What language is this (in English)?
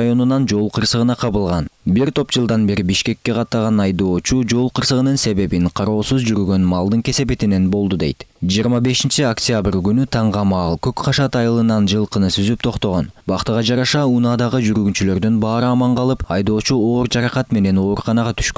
Kyrgyz